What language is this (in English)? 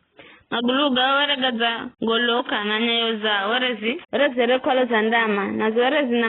Giryama